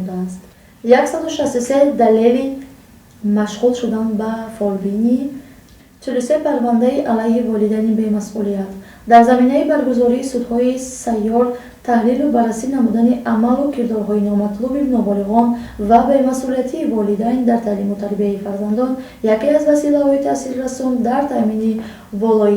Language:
Tajik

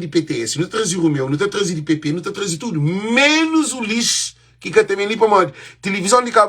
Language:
Kabuverdianu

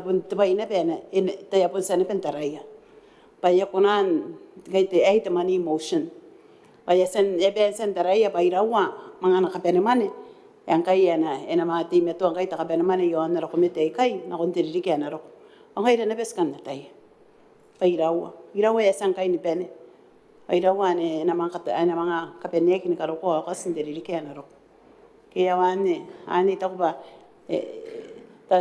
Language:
Gilbertese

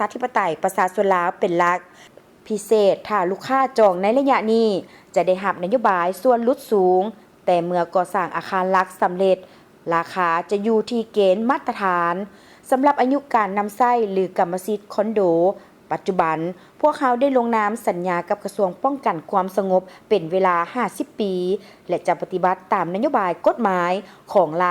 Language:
Lao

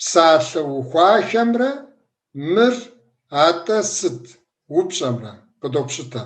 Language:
Kabardian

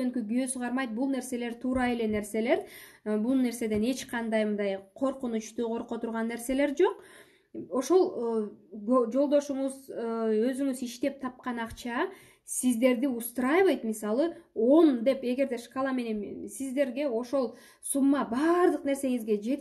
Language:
Kyrgyz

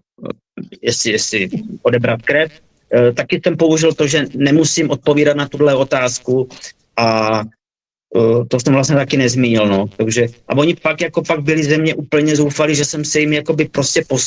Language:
Czech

